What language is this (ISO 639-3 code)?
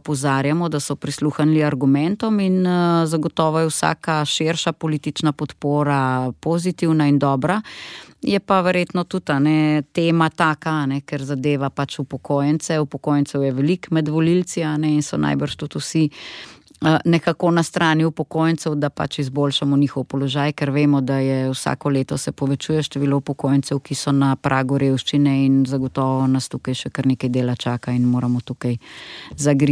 slv